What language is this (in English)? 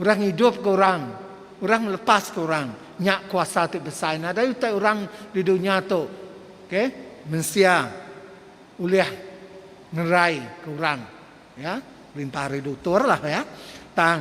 Iban